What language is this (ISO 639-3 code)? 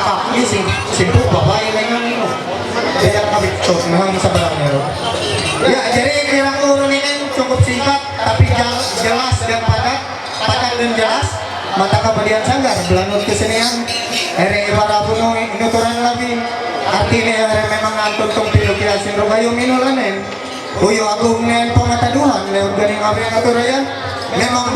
mhy